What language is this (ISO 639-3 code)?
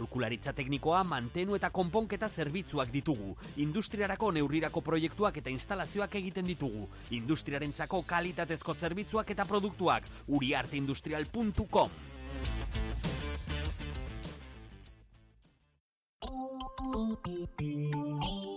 eus